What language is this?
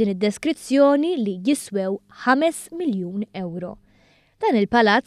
Maltese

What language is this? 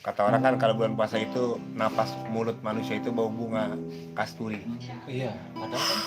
Betawi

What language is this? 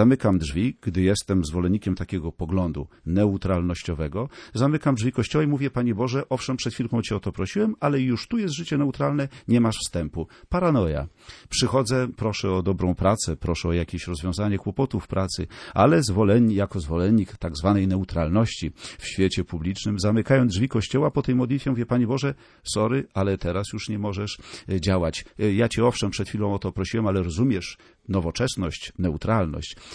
Polish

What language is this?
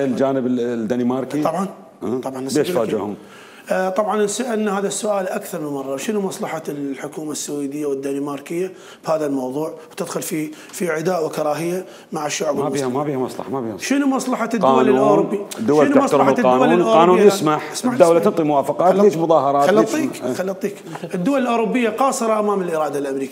Mesopotamian Arabic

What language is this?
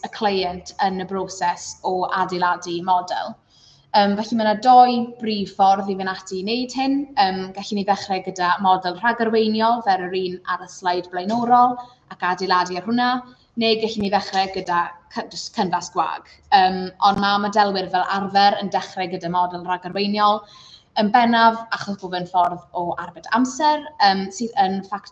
Welsh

